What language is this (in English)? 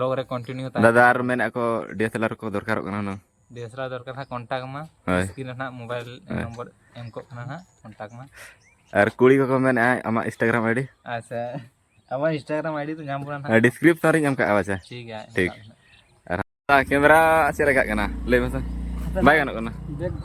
Santali